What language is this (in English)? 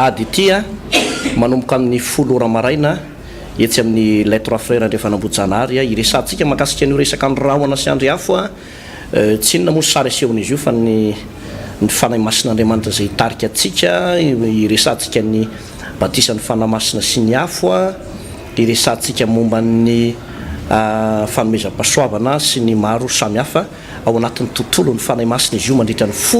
Malagasy